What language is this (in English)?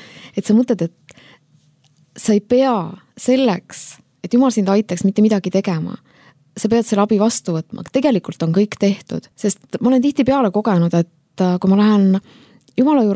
Estonian